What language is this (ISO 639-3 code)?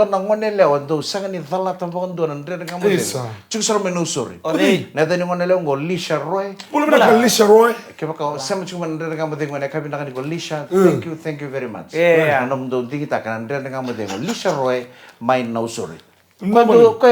fij